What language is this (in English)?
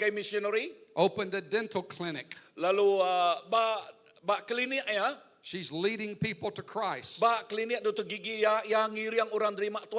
Iban